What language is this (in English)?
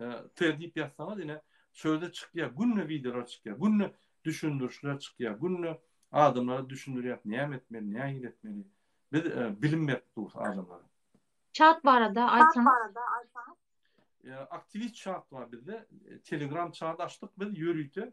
Turkmen